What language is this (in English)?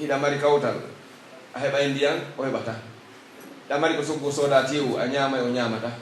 Pular